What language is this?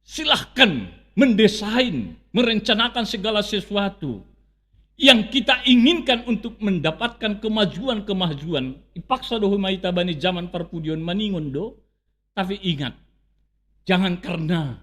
Batak Simalungun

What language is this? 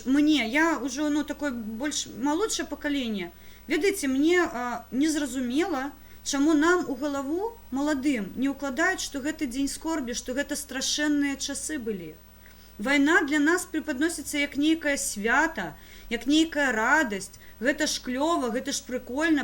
Belarusian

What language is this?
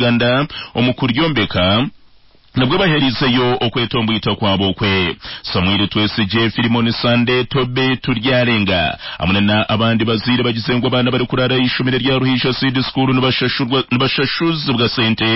Nyankole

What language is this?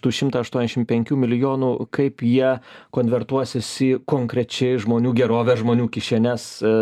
Lithuanian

